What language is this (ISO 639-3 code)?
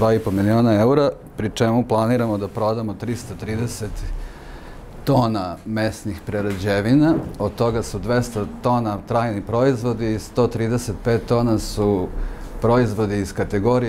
srp